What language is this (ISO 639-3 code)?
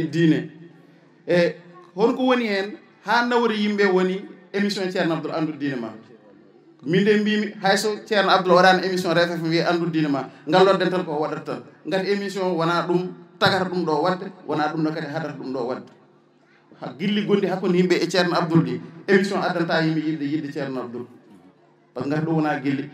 ful